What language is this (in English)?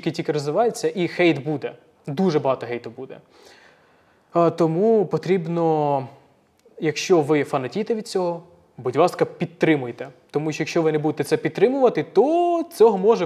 Ukrainian